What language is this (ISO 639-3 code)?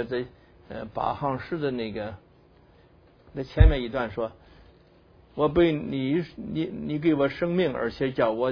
zho